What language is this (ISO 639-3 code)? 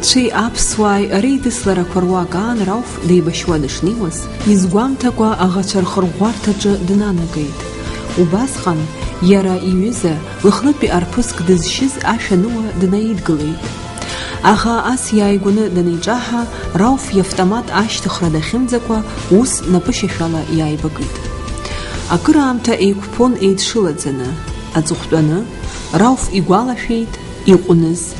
abk